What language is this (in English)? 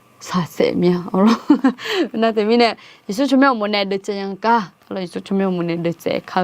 Akha